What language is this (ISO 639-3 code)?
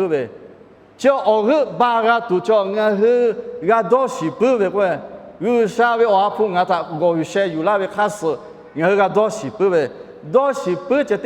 lhu